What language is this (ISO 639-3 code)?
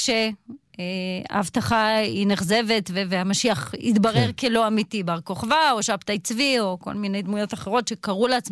heb